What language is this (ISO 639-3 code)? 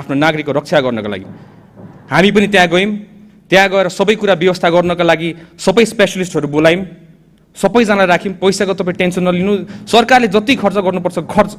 nep